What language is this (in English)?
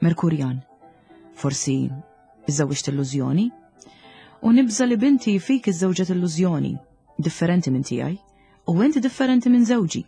Maltese